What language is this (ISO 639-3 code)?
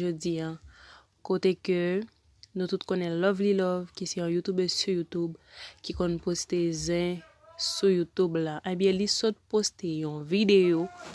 hat